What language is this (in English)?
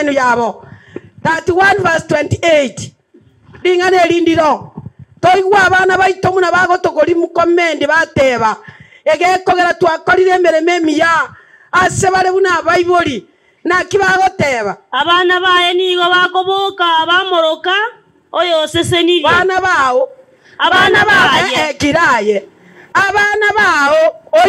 Gusii